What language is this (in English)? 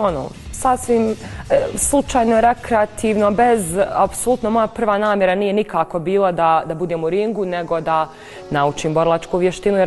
Bosnian